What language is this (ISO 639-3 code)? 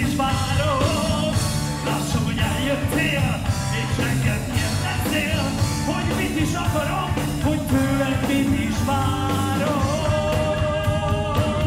hun